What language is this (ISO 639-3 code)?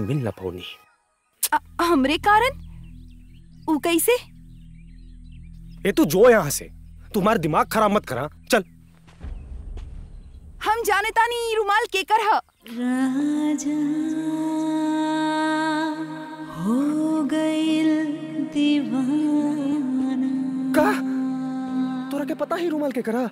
bho